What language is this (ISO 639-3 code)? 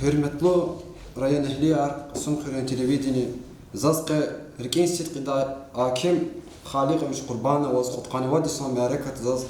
lez